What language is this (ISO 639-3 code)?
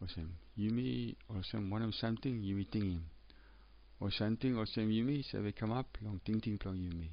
tpi